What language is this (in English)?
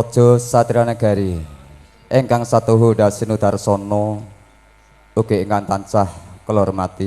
Javanese